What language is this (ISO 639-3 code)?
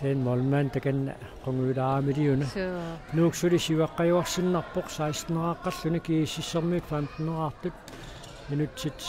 kal